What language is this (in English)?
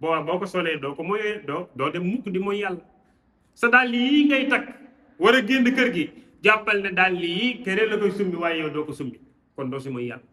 Wolof